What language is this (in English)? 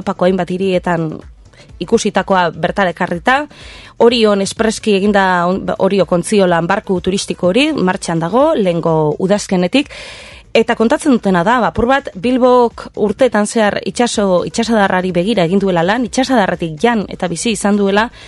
Basque